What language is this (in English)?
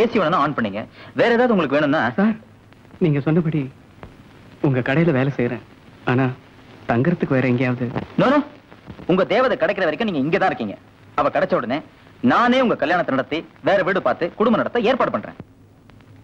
Tamil